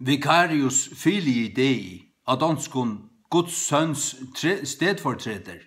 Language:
Faroese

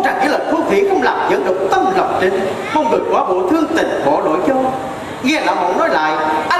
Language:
Vietnamese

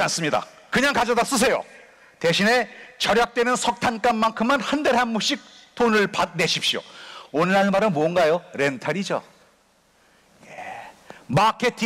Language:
Korean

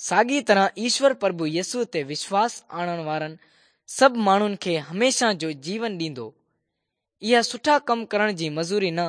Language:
Sindhi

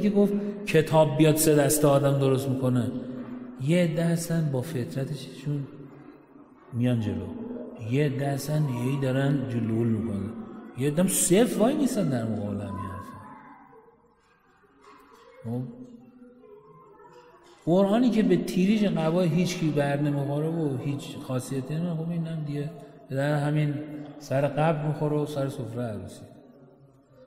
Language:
Persian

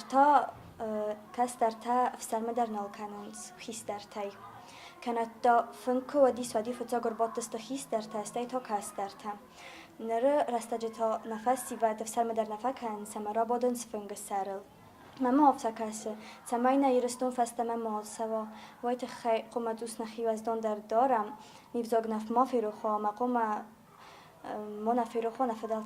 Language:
Ossetic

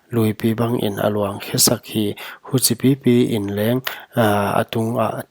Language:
Paite Chin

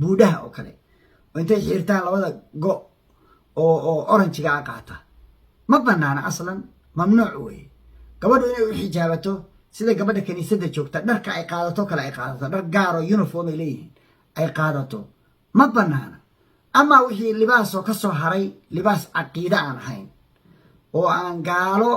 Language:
Somali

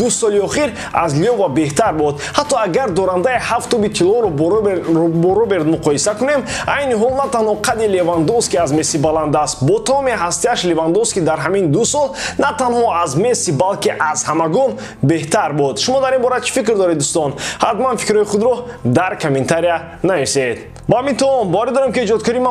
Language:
Tajik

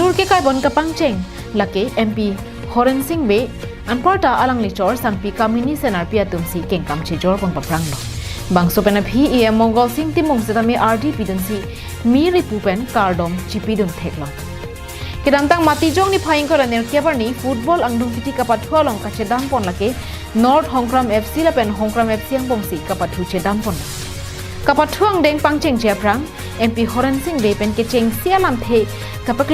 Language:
Karbi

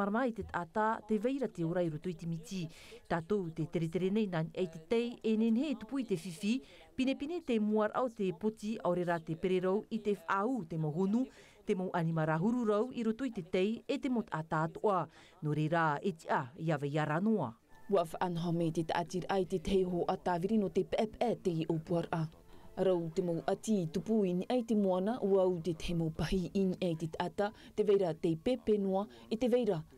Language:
Tahitian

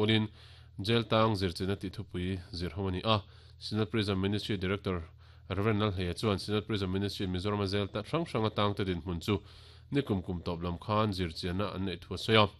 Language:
Mizo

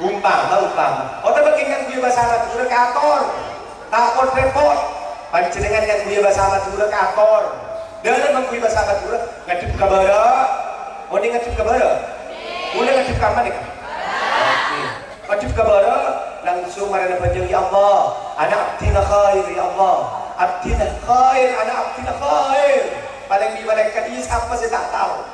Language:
Madurese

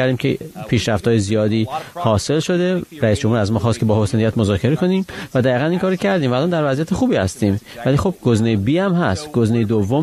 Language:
Persian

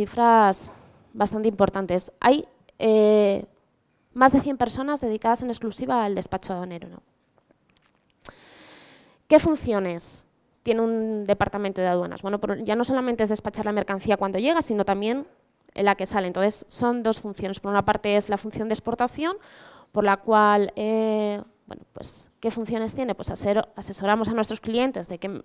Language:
Spanish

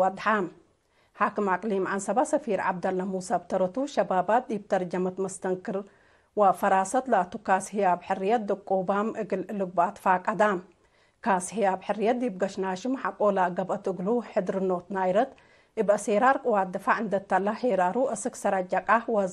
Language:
Tigre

